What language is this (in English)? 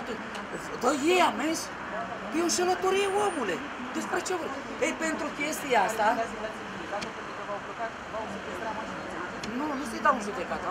Romanian